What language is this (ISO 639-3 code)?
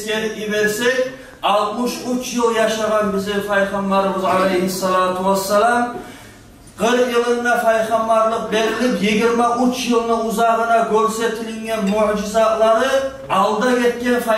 kum